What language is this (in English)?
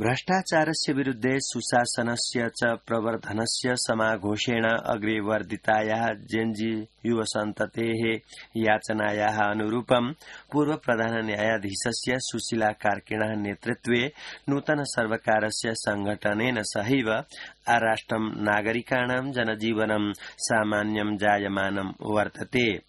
Sanskrit